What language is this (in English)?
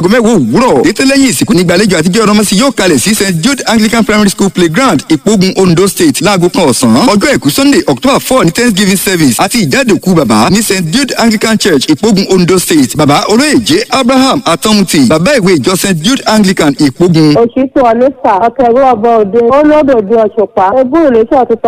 Yoruba